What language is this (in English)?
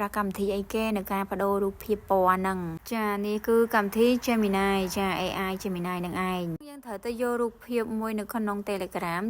Khmer